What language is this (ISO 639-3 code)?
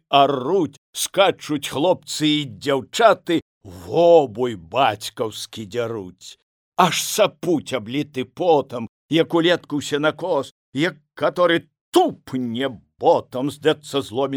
bel